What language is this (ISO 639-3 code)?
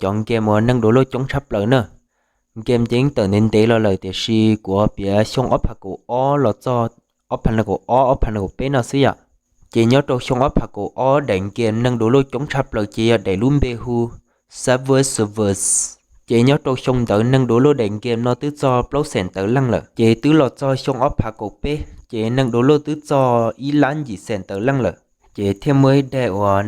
hmn